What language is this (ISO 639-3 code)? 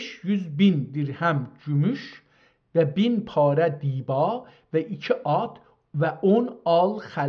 azb